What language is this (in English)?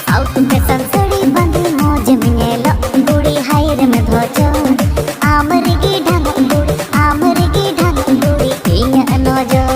Santali